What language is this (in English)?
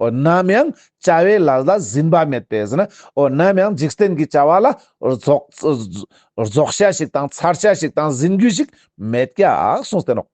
Ladakhi